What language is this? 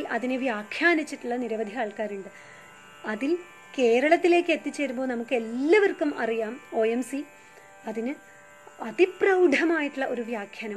Malayalam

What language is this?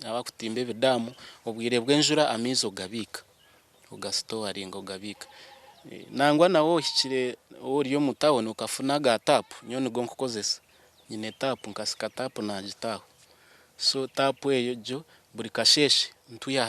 Nyankole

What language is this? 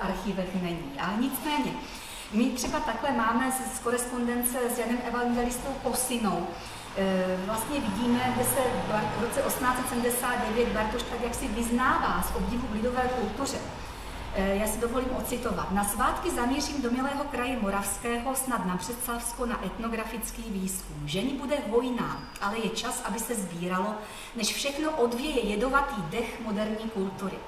Czech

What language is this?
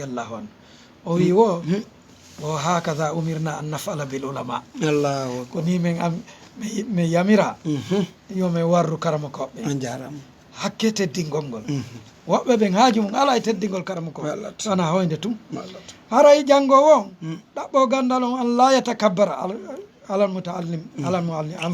Fula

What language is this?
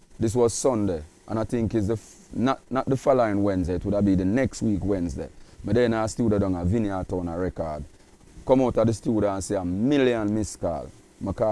Jamaican Creole English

